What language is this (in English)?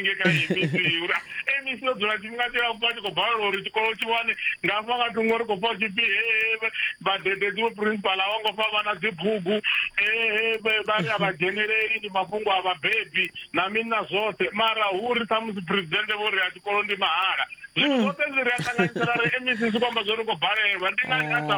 Venda